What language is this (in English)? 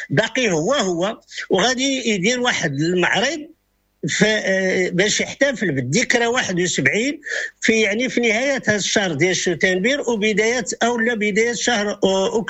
Moroccan Arabic